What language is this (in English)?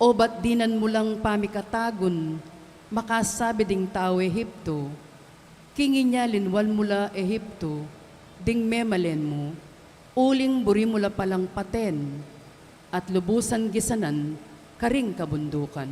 Pampanga